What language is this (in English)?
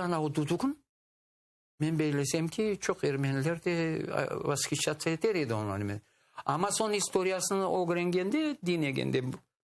Crimean Tatar